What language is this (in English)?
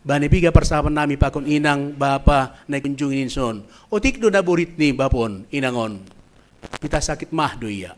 Batak Simalungun